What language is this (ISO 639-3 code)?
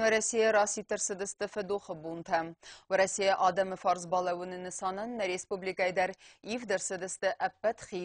oss